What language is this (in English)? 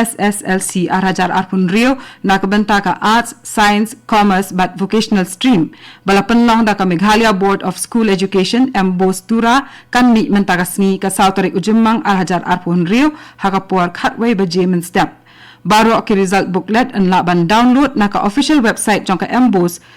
Khasi